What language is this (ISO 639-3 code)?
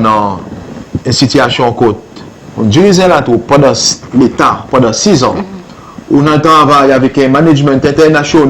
crs